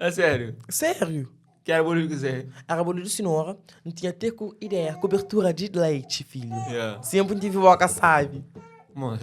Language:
Kabuverdianu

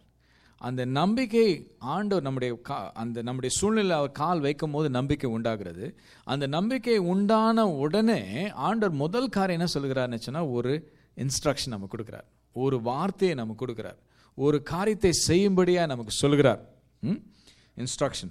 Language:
Tamil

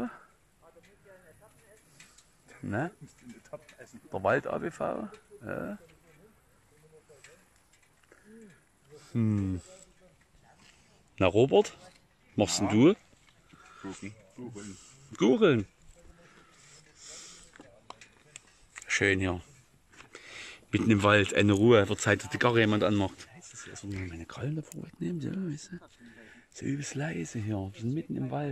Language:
German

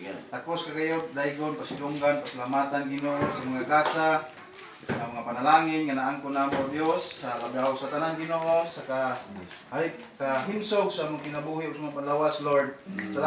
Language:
Cebuano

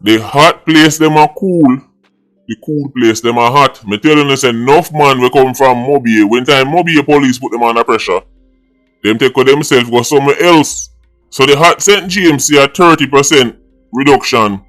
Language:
Jamaican Creole English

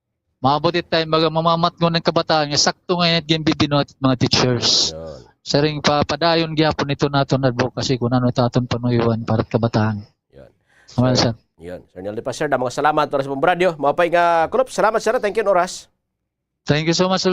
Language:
Waray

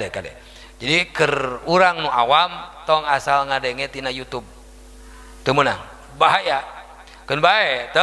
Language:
Sundanese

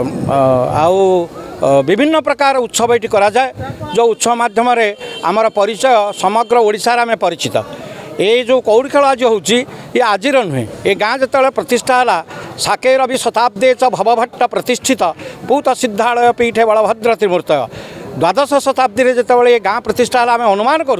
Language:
Odia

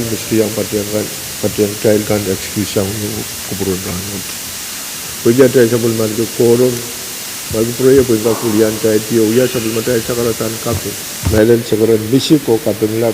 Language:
Pohnpeian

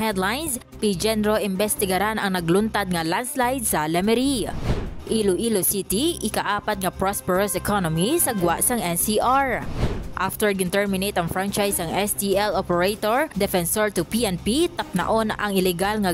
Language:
Hiligaynon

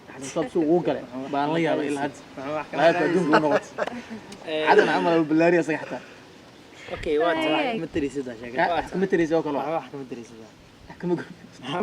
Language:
Somali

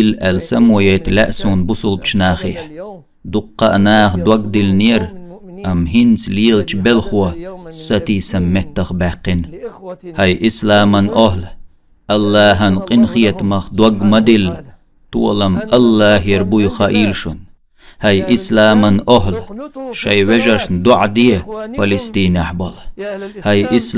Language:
Chechen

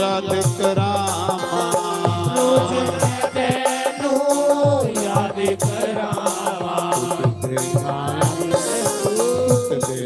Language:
Dogri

